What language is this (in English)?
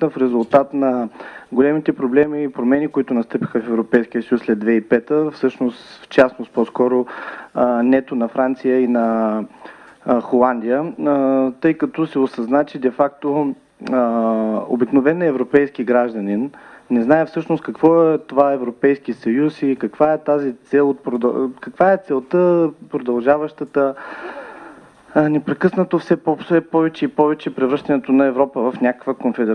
Bulgarian